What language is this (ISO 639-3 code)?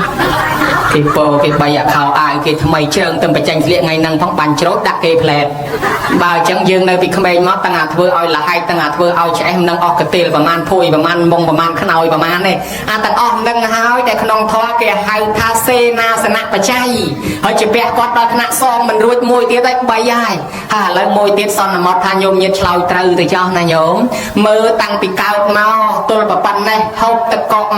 khm